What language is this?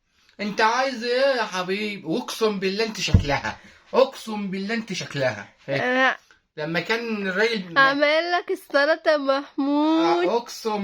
Egyptian Arabic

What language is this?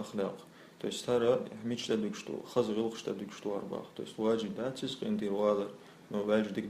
Chechen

